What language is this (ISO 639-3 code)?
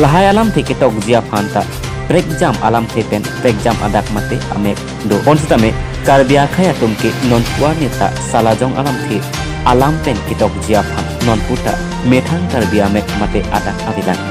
mjw